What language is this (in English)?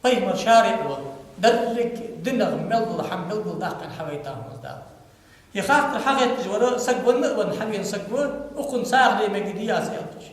Ingush